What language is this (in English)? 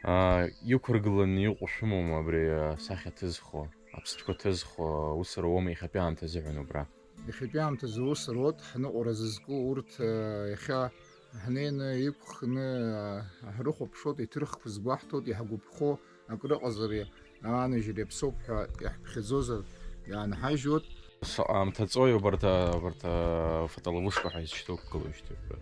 Abkhazian